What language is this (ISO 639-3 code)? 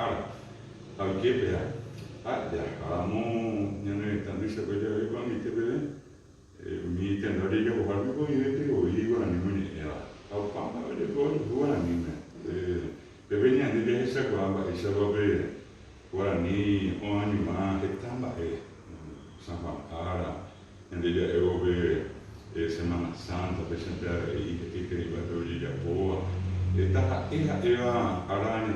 grn